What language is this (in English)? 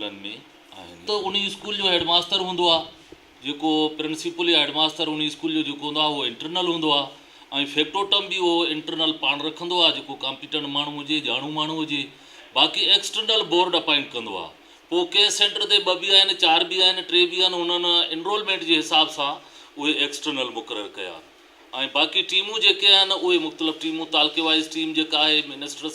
Sindhi